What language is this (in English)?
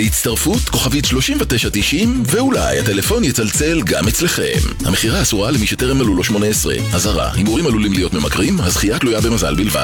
Hebrew